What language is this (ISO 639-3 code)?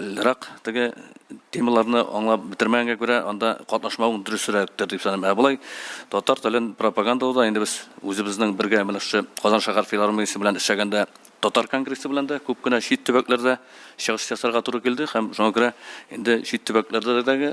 tat